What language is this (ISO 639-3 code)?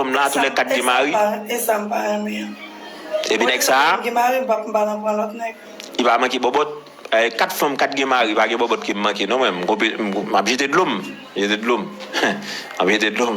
hat